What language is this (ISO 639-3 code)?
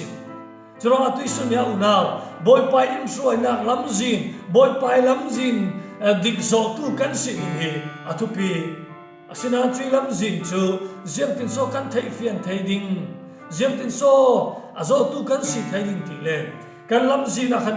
cfm